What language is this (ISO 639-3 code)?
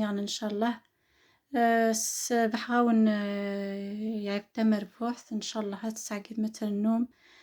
kab